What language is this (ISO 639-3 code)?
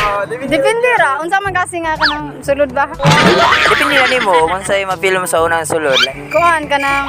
ceb